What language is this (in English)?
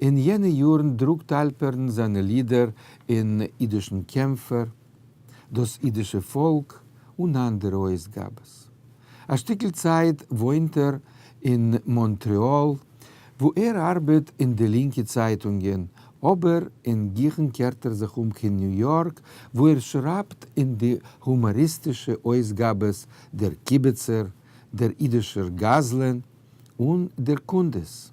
Yiddish